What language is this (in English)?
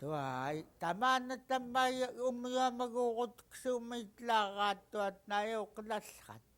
Central Yupik